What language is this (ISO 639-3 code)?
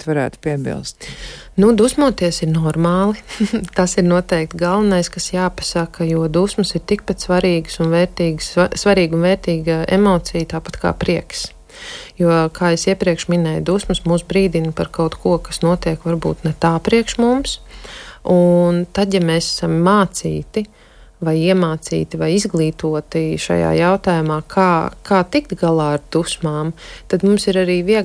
lav